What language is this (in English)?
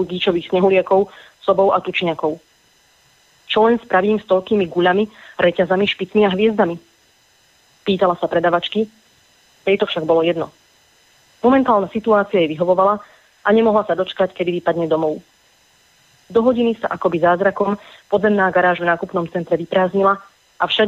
Slovak